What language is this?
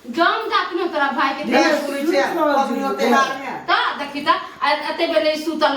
Maithili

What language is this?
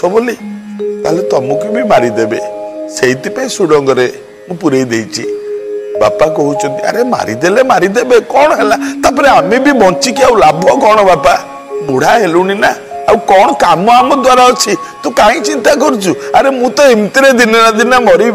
Odia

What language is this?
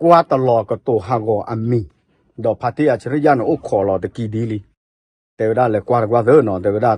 S'gaw Karen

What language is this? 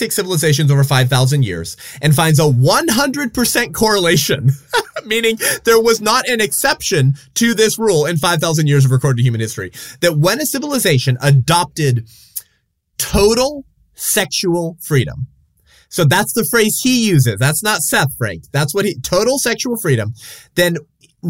English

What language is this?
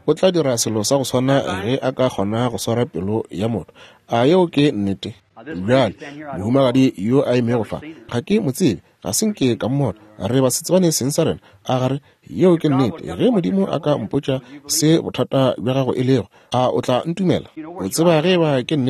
Northern Sotho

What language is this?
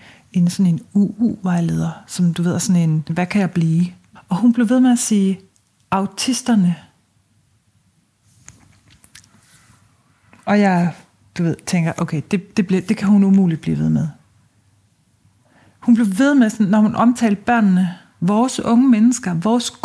Danish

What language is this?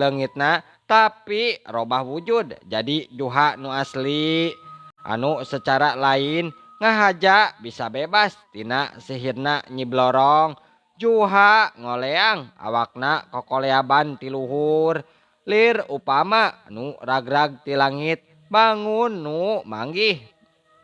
Sundanese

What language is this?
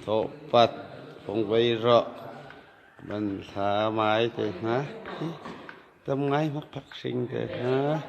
Hakha Chin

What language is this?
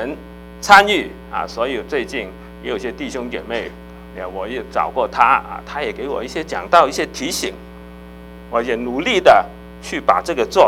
Chinese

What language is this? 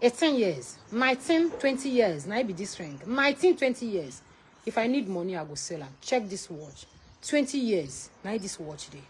Nigerian Pidgin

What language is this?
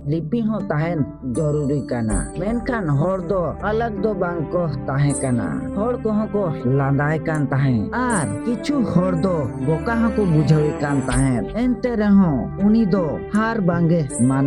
Santali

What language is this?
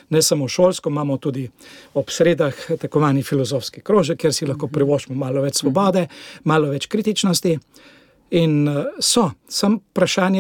Slovenian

